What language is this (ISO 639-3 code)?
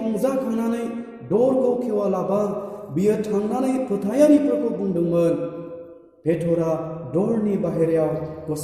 brx